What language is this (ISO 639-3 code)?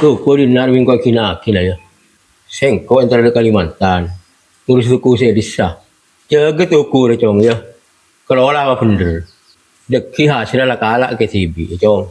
mad